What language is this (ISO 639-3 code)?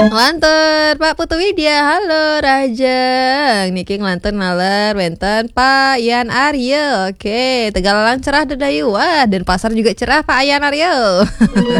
ban